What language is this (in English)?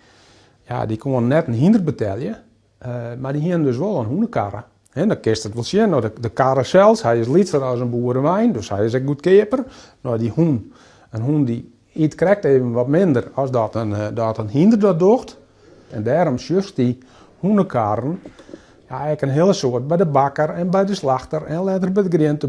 Western Frisian